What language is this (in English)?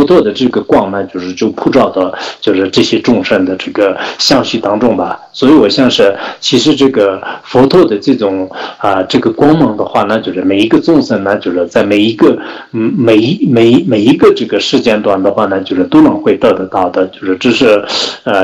Chinese